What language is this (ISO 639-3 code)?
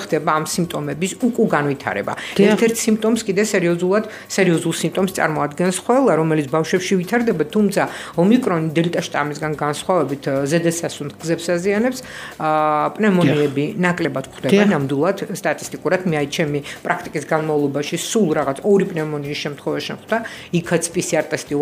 kat